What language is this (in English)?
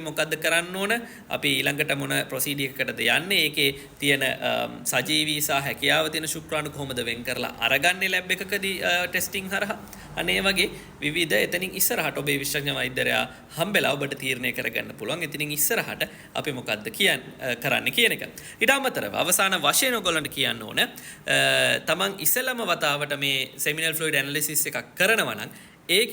Sinhala